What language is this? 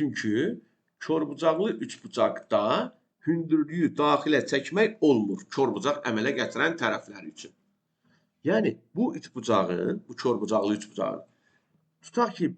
Azerbaijani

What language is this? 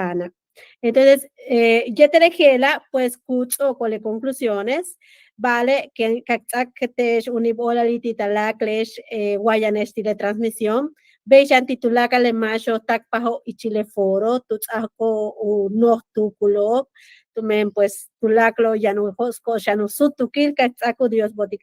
Yucateco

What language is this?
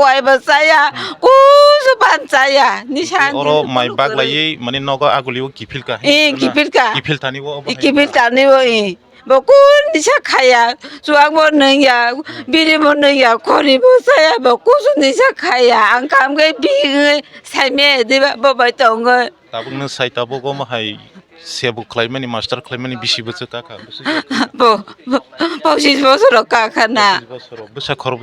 Kok Borok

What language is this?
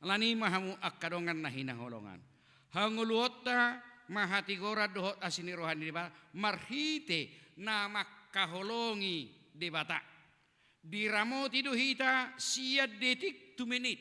Batak Toba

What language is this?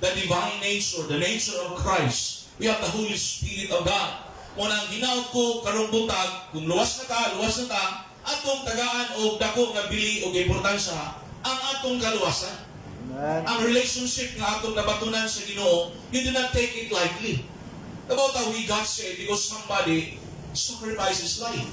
Cebuano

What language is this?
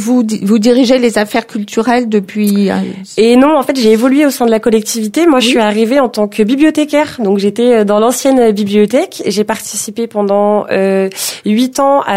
French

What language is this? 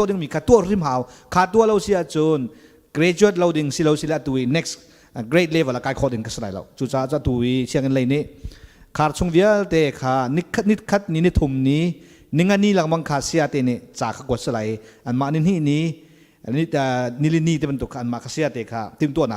Hakha Chin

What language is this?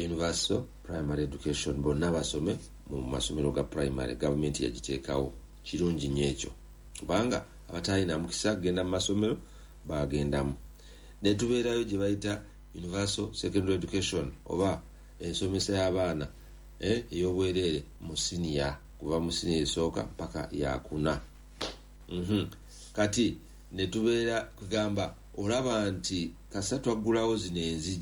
Ganda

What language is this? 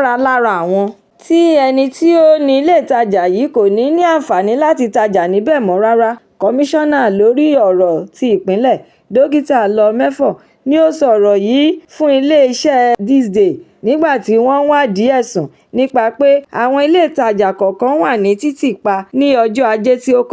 Yoruba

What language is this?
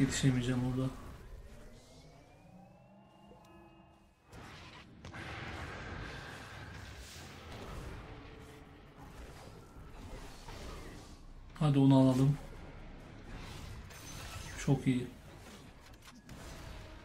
Turkish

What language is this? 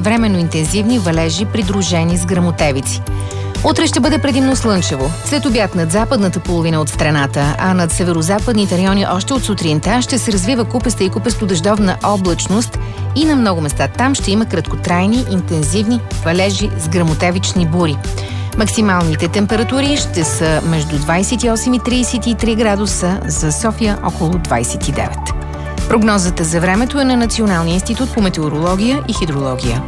Bulgarian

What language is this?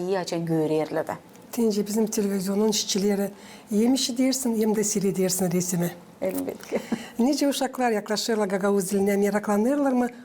Gagauz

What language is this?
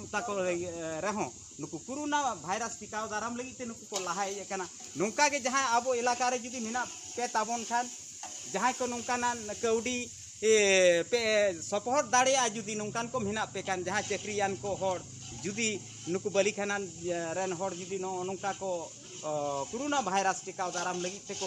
Santali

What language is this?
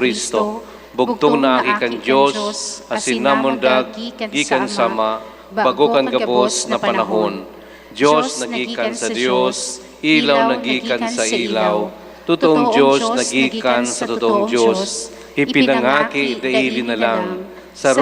Bikol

